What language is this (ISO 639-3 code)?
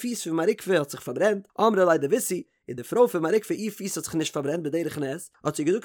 yid